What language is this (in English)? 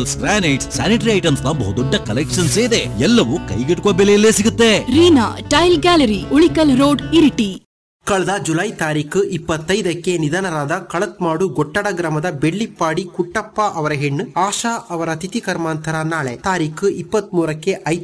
Kannada